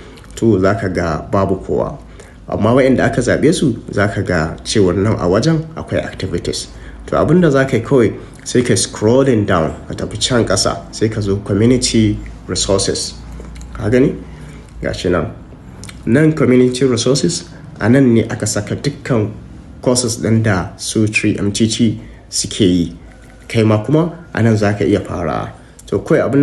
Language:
Hausa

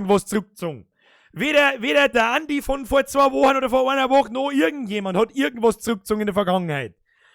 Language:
Bavarian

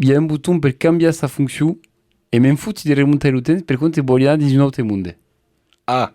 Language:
Occitan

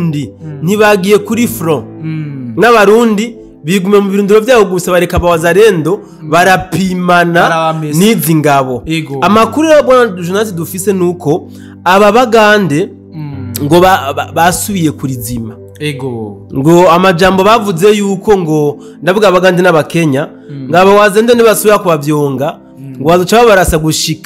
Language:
Rundi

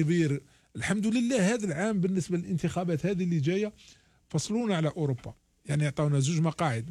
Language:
Algerian Arabic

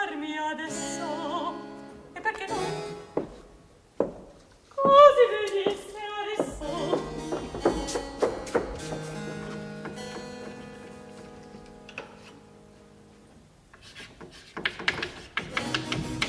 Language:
Italian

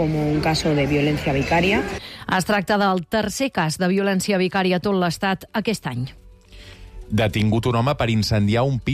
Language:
Catalan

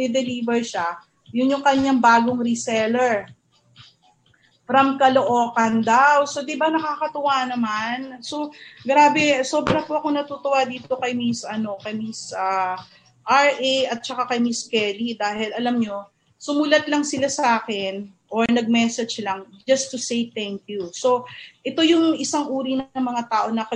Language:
Filipino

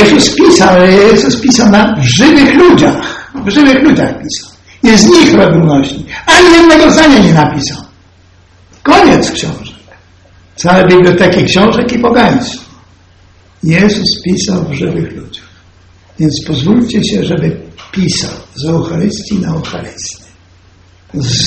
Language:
Polish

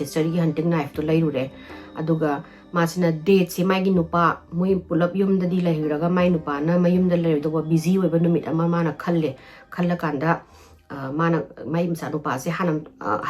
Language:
Manipuri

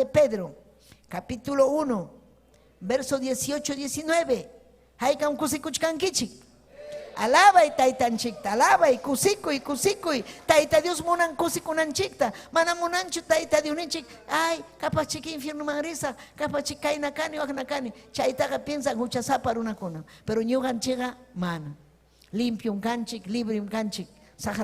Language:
Ayacucho Quechua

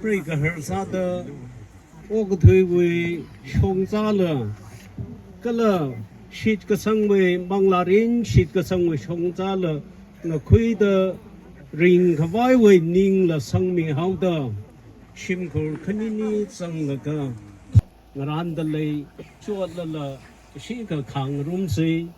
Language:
Tangkhul Naga (India)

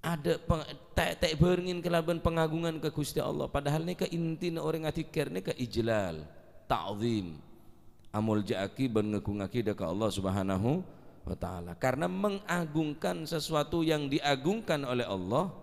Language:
Madurese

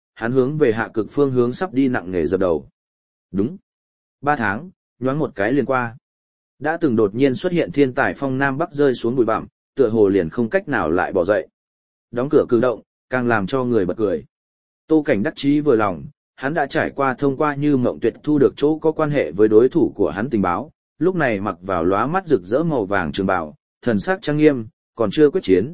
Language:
Vietnamese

